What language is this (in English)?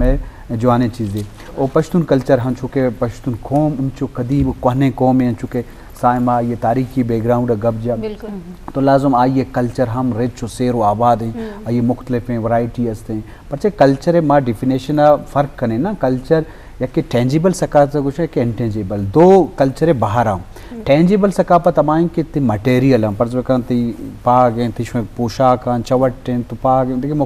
Baluchi